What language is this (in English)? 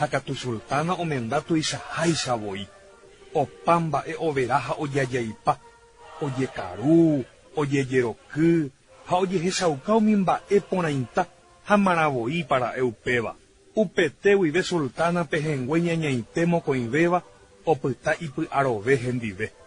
Guarani